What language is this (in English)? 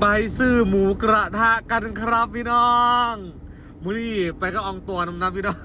Northeastern Thai